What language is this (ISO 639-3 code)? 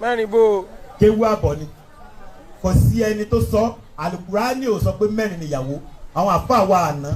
yor